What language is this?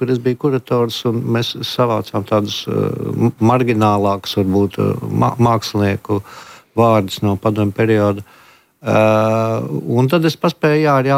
Latvian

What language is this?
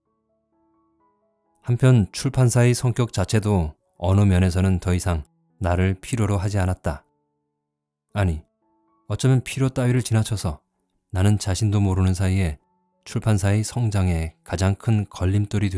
Korean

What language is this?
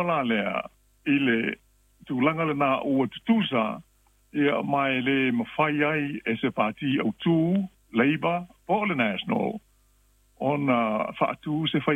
Samoan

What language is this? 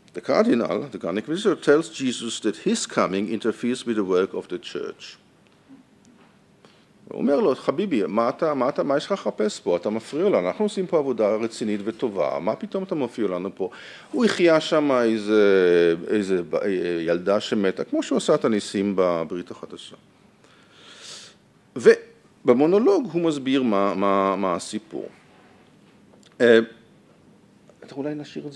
Hebrew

